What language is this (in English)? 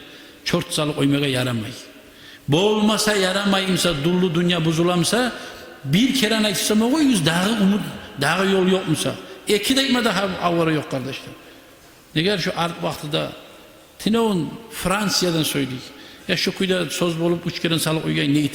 Kumyk